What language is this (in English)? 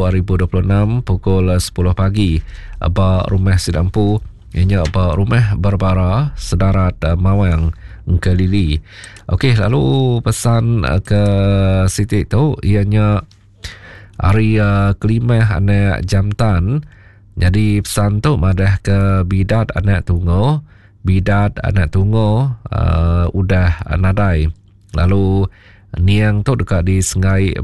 Iban